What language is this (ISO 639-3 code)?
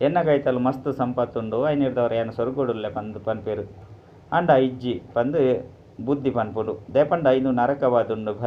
tcy